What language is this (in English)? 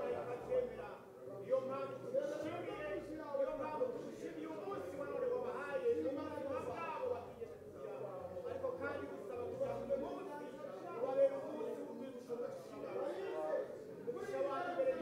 Kinyarwanda